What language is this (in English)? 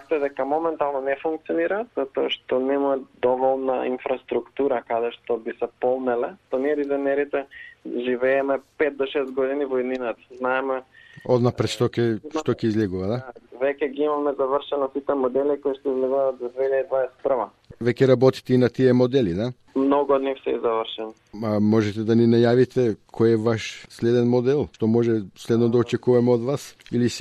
Macedonian